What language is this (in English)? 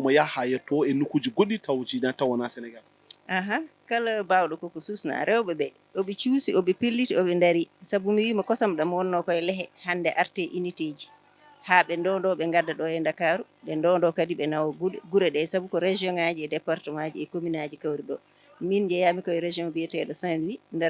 Fula